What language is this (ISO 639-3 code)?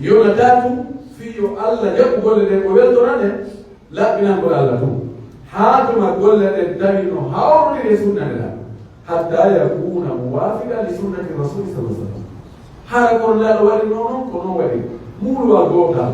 fuf